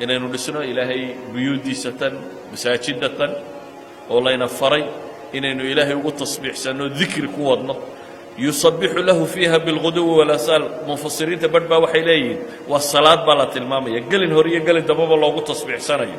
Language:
Somali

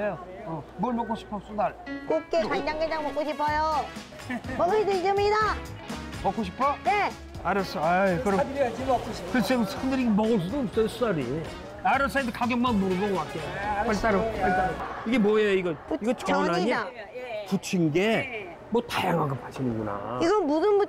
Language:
Korean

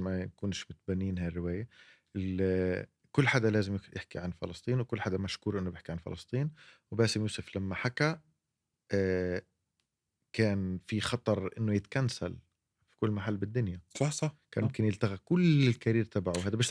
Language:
North Levantine Arabic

